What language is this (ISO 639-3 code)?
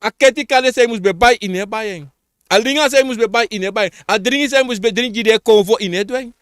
srn